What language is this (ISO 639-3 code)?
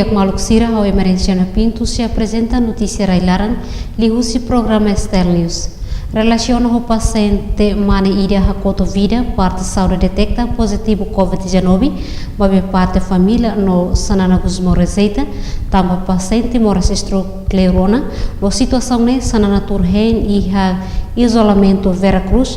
tet